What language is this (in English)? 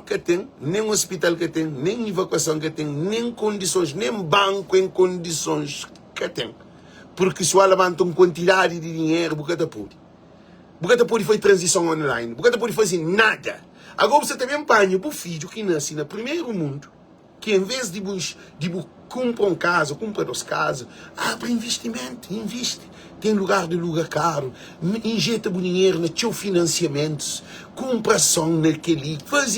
Kabuverdianu